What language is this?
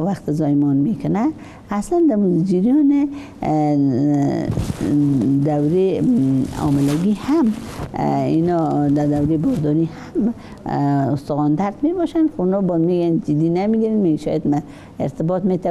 Persian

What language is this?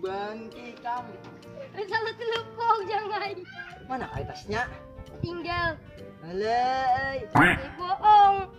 Banjar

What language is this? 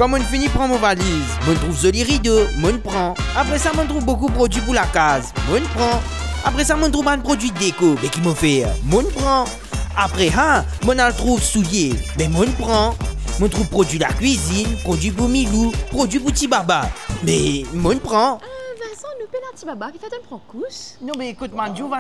Morisyen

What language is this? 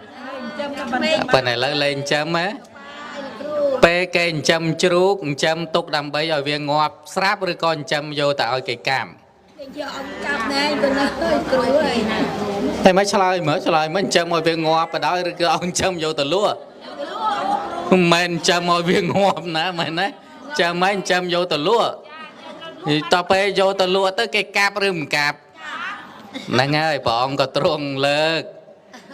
Khmer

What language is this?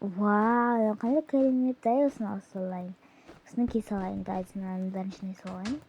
Kazakh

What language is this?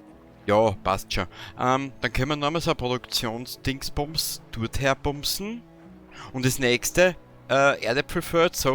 Bavarian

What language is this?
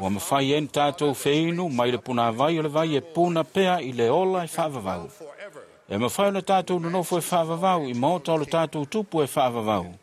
Samoan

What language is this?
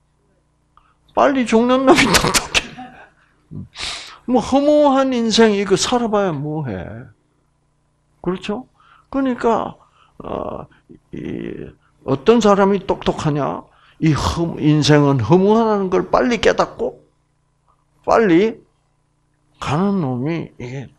Korean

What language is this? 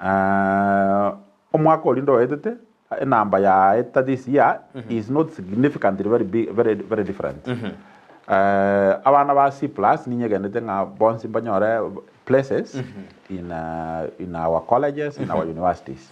Gusii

